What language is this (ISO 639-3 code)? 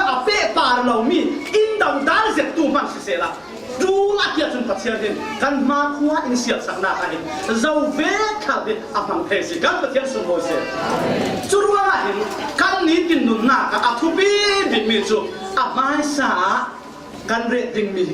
cfm